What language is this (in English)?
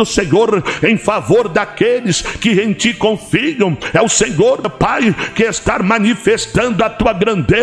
Portuguese